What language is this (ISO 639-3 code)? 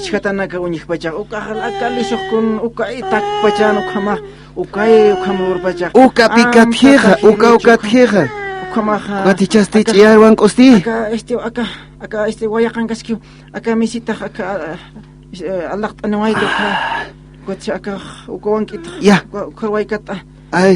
aym